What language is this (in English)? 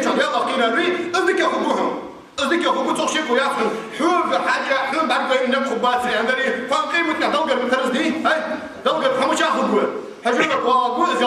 Ingush